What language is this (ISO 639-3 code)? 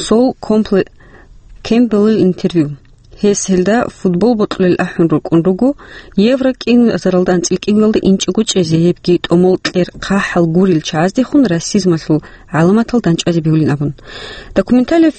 ava